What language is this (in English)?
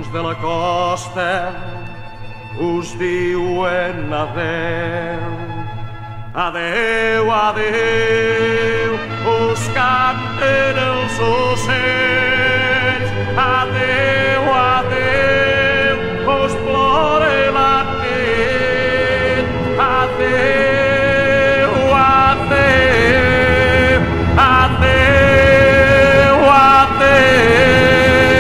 Catalan